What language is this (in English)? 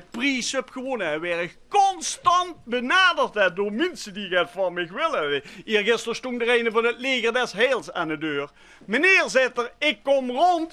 Limburgish